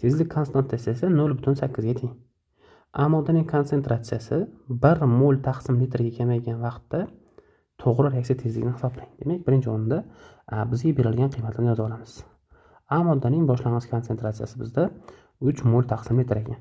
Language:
Uzbek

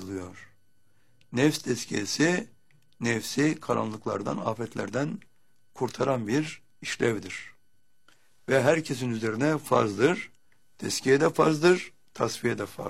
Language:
Turkish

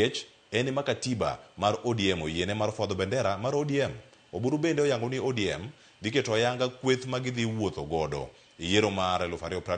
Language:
Luo (Kenya and Tanzania)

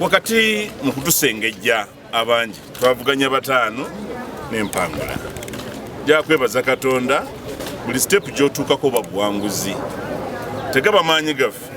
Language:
Ganda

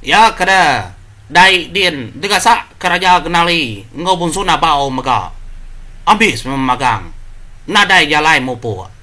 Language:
Iban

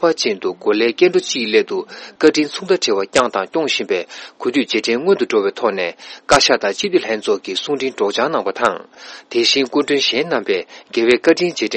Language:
Tibetan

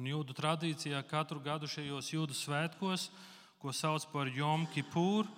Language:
Latvian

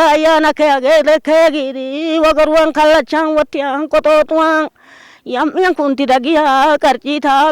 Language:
Wolaytta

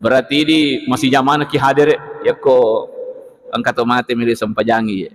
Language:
Buginese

